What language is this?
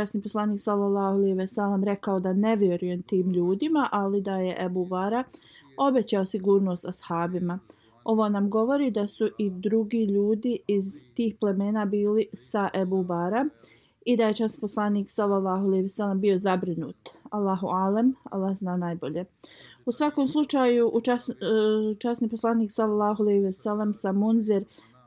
Bosnian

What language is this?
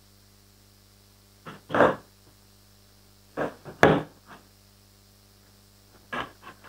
Tamil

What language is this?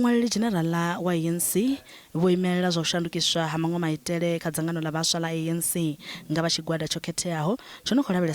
Venda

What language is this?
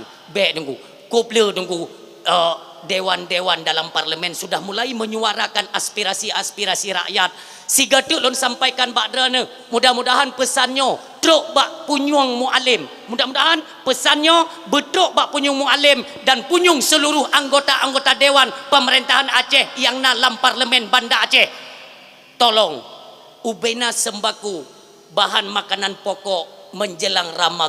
Achinese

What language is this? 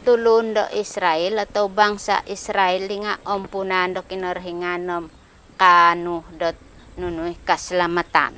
Central Dusun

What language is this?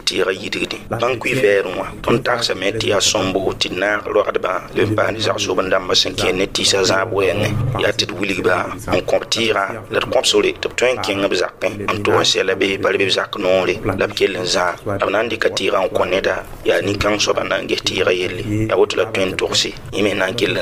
Mossi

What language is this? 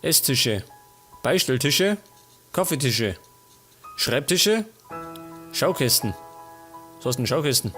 Bavarian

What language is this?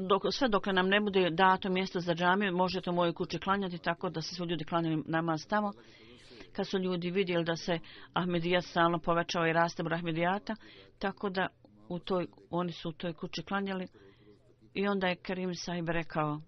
Bosnian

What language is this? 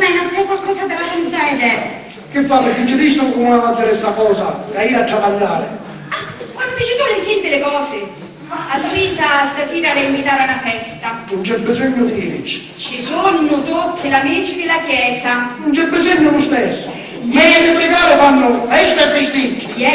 Sicilian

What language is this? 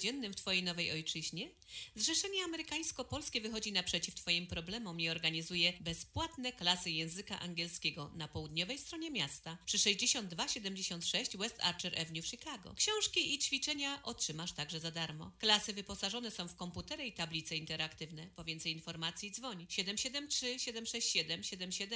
Polish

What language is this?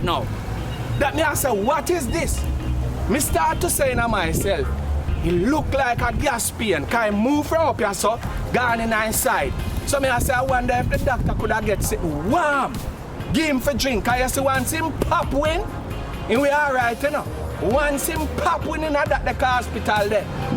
Jamaican Creole English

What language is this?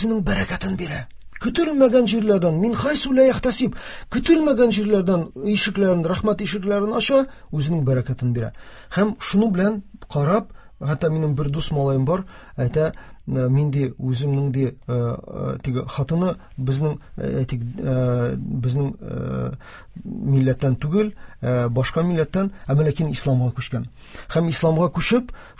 Tatar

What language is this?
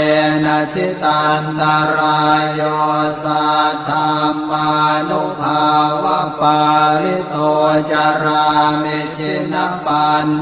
Pali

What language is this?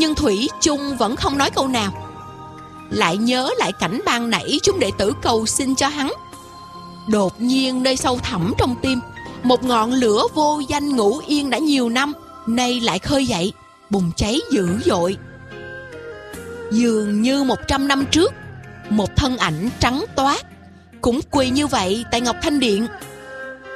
Vietnamese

